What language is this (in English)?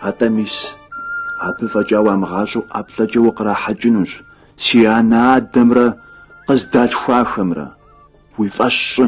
Kabardian